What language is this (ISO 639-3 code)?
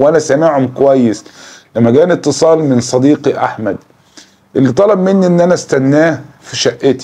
arz